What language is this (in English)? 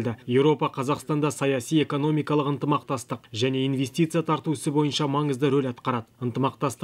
Kazakh